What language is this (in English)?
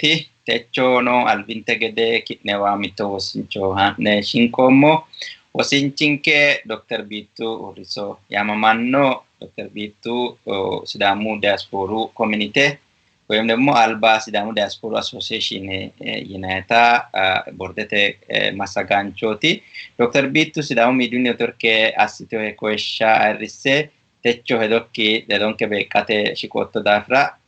Sidamo